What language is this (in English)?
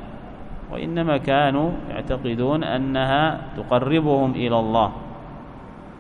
Arabic